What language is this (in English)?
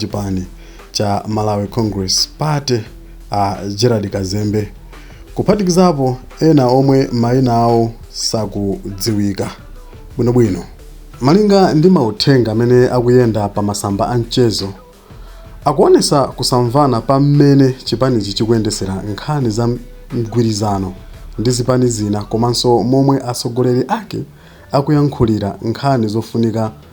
Nyanja